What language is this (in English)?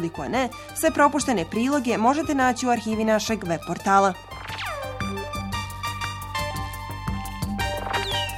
Bosnian